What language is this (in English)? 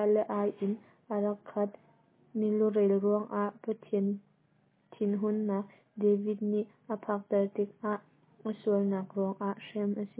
Hakha Chin